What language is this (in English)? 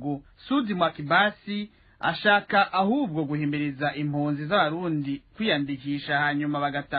Rundi